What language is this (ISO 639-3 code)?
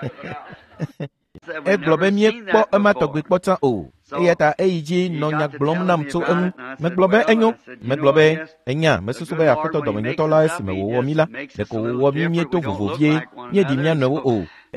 ewe